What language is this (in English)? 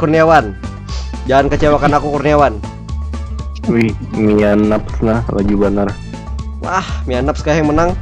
Banjar